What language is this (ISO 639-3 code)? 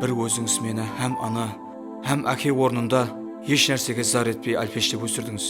kaa